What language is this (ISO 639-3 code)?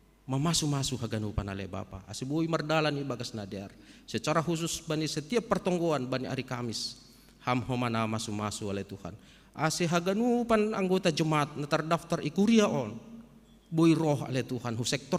bts